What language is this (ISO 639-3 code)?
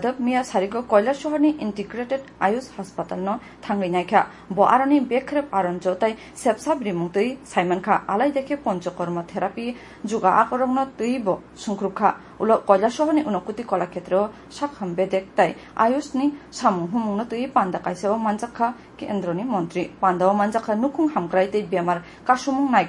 trp